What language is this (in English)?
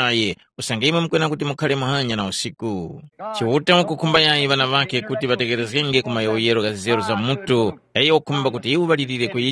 Tumbuka